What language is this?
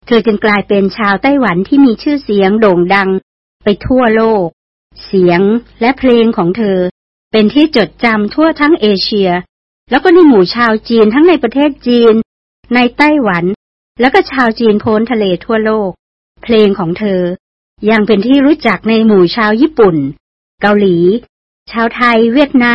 Thai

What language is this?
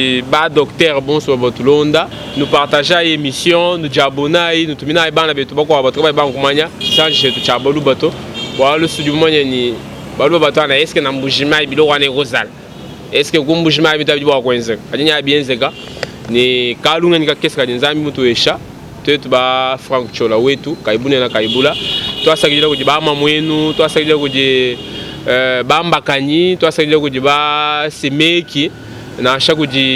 Luba-Lulua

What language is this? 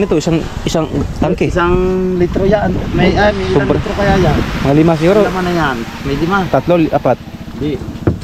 Filipino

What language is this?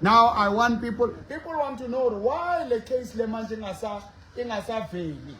Southern Sotho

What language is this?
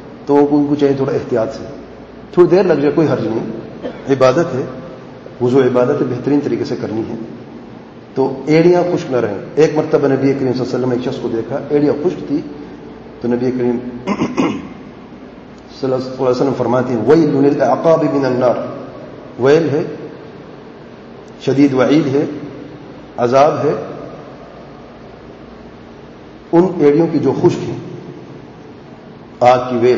Urdu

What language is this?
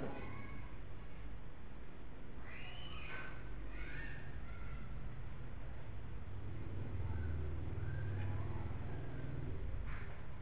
Indonesian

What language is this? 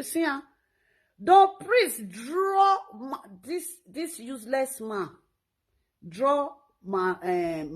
Nigerian Pidgin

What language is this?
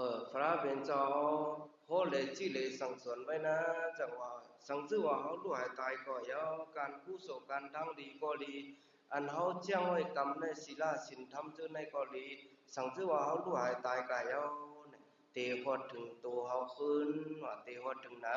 Shan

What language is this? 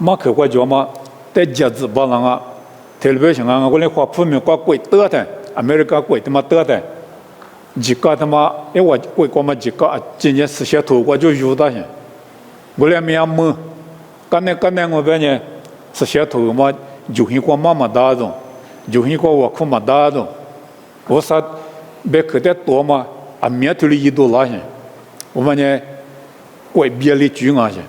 Lisu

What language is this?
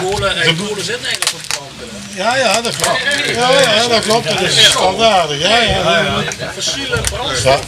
Limburgish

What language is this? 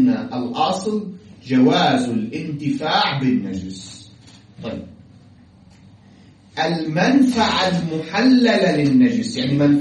Arabic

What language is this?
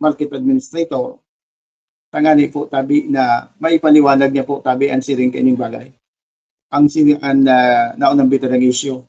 Bikol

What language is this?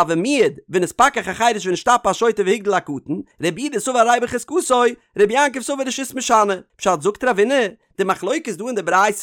Yiddish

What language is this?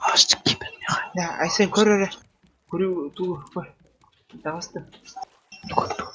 Yakut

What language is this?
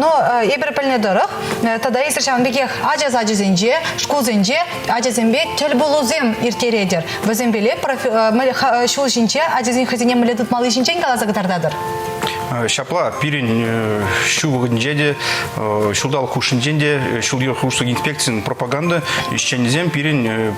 Chuvash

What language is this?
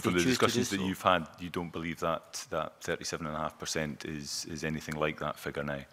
English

